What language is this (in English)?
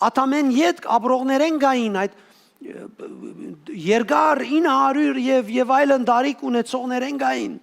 Western Armenian